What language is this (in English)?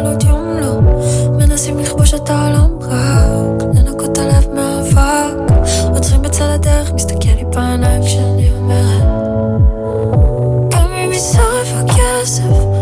Hebrew